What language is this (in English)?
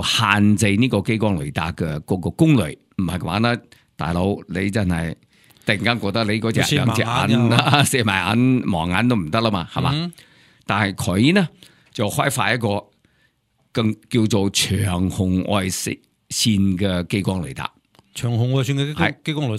Cantonese